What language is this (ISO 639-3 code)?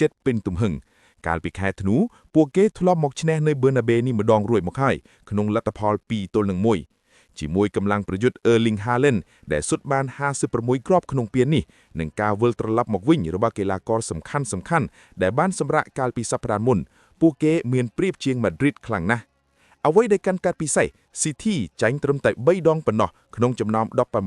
khm